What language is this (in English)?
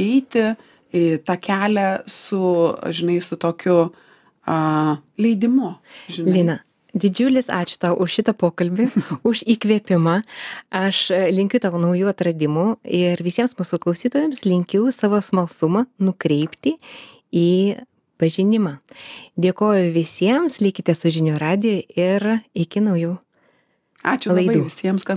Lithuanian